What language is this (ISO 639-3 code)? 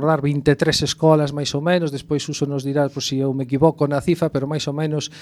glg